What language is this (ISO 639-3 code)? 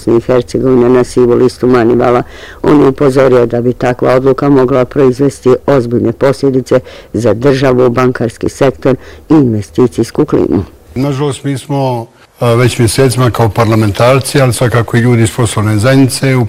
bos